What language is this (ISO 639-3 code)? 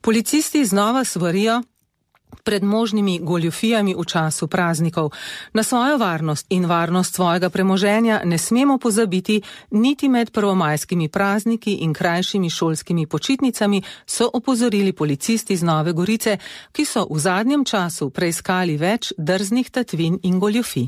slv